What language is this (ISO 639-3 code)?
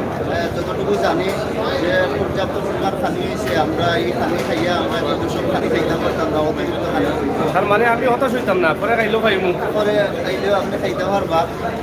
syl